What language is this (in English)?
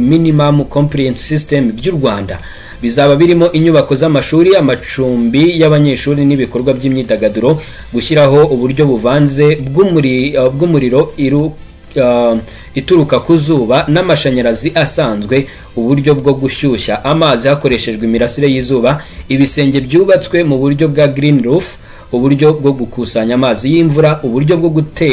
Kinyarwanda